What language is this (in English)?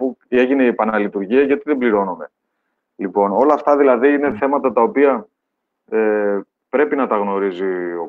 Greek